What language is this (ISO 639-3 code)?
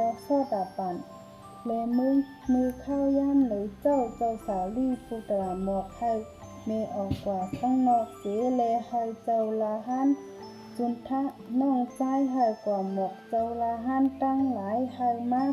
shn